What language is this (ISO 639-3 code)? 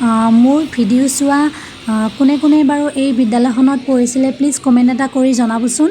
asm